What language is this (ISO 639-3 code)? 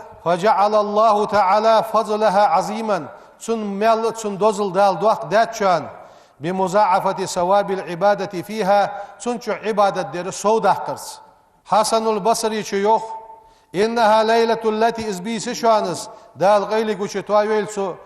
inh